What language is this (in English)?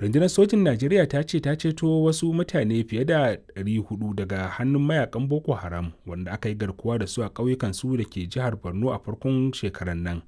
Hausa